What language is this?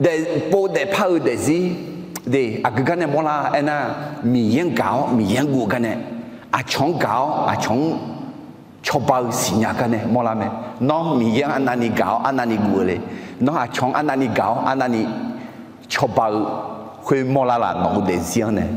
Akha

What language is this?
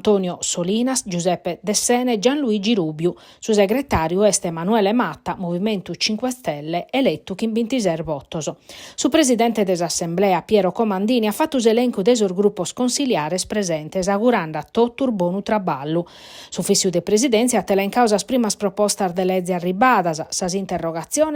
Sardinian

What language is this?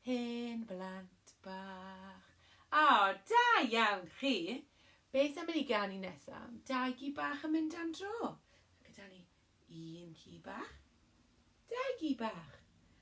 Welsh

